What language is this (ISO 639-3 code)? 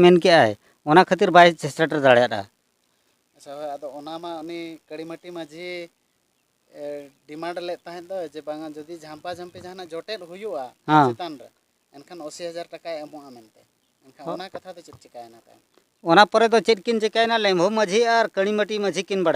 sat